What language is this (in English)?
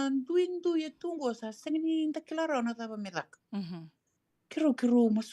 Fijian